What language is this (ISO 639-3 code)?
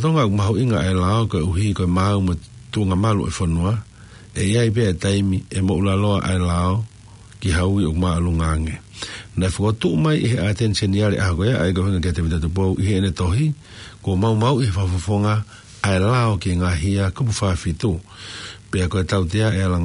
ton